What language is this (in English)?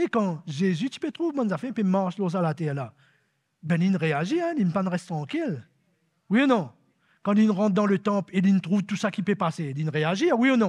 Morisyen